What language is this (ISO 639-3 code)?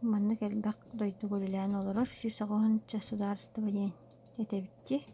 sah